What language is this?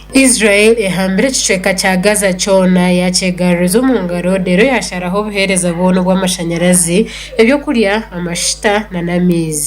Nyankole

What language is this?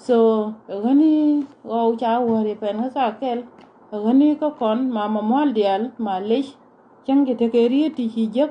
Nuer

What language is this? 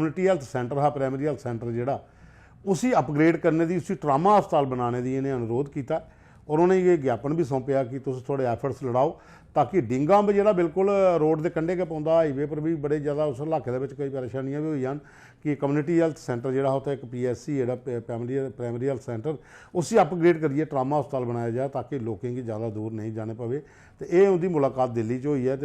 Dogri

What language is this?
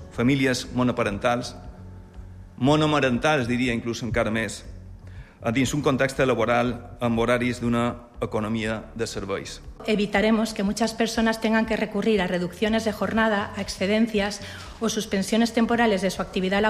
Catalan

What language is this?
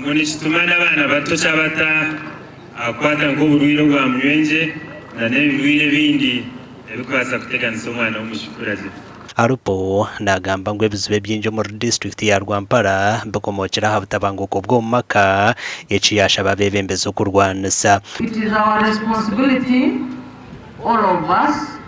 Nyankole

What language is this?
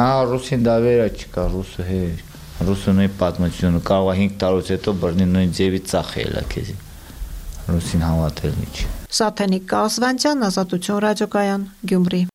Armenian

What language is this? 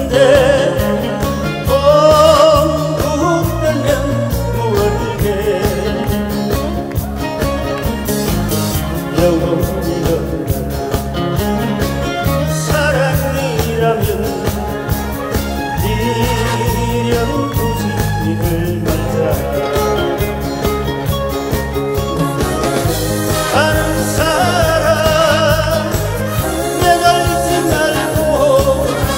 Korean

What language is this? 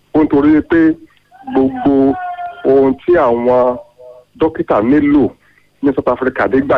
Yoruba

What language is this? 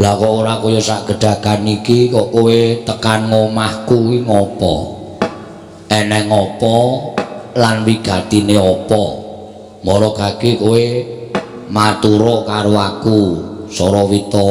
Javanese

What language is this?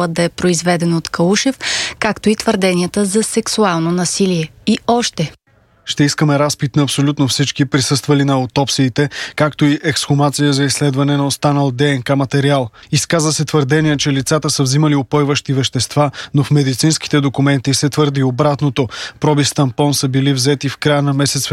Bulgarian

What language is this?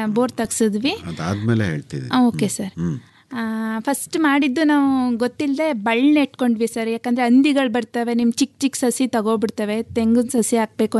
Kannada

